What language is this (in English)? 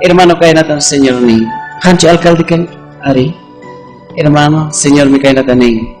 Ayacucho Quechua